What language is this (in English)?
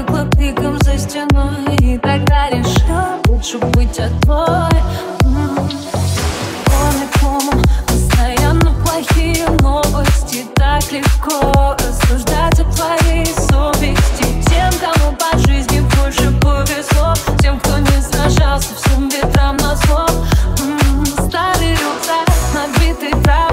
Russian